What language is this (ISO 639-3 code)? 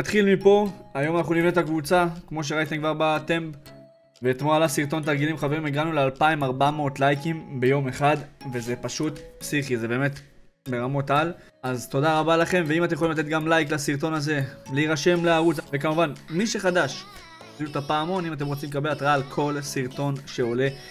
heb